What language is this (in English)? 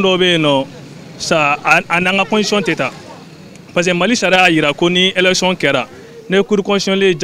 Bambara